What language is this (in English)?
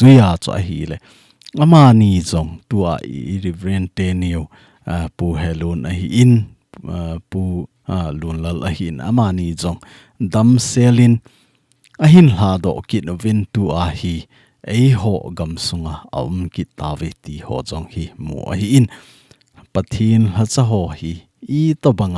Thado Chin